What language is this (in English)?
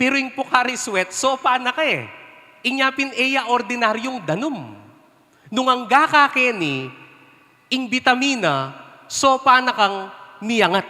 Pampanga